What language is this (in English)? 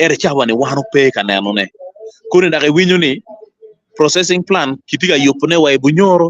Acoli